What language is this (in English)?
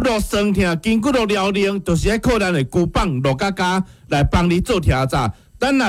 Min Nan Chinese